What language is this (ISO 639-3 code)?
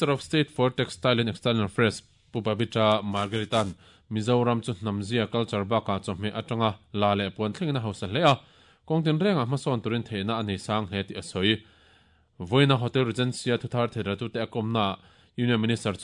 lus